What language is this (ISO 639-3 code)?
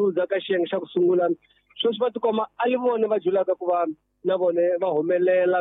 tso